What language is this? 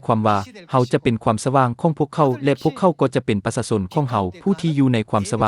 Lao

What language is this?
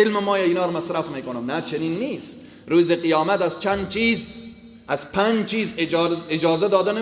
Persian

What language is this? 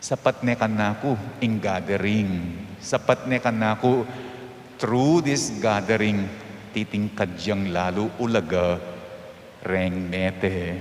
Pampanga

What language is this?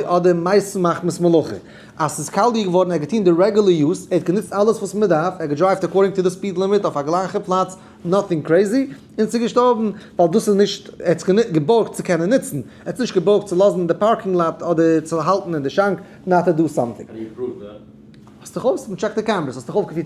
Yiddish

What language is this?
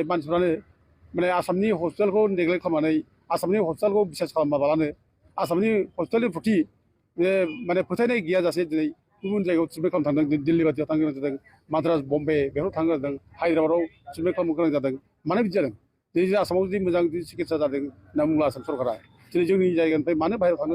Bodo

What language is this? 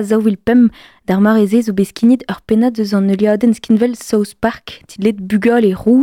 Breton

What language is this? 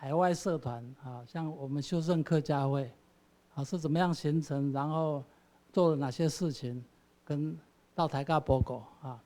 Hakka Chinese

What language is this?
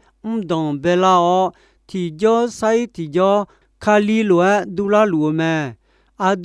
Akha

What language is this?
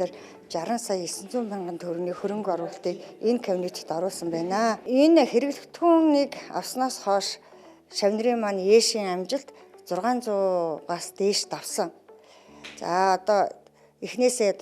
Mongolian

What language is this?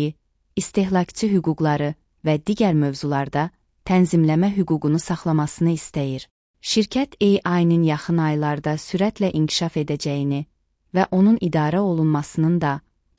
Azerbaijani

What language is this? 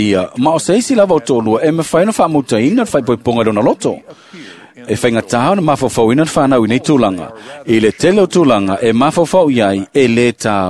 Samoan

